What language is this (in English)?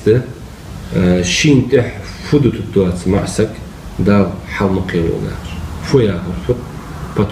Ingush